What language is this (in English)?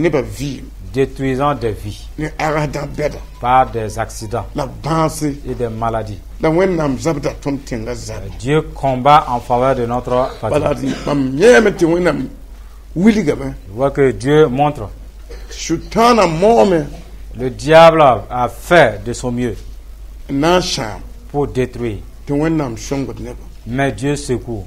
Mossi